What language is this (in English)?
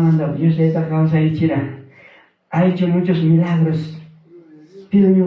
Ayacucho Quechua